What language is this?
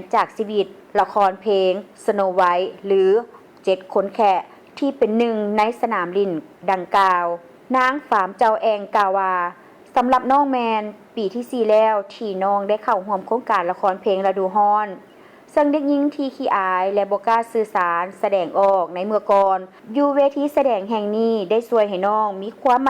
Lao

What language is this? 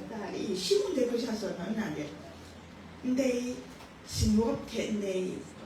Kachin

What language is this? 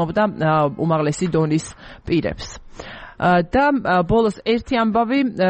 Georgian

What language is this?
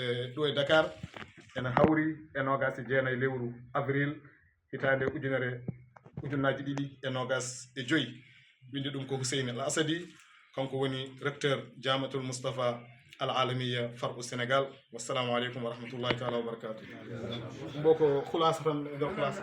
Fula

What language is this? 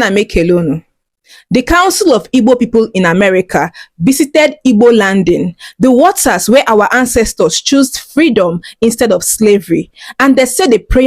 Igbo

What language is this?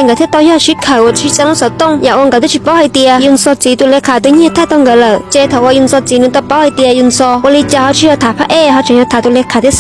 Hmong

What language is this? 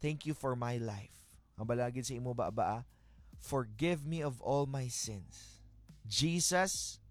Hiligaynon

